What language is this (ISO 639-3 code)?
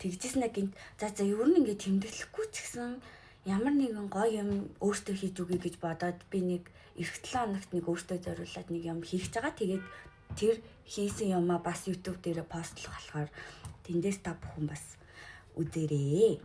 mon